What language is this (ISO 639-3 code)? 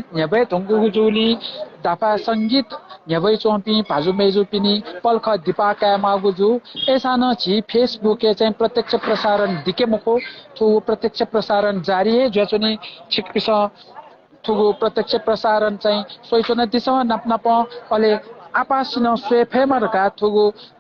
new